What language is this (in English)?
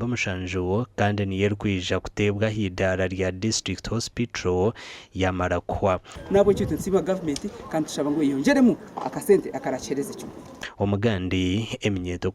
Nyankole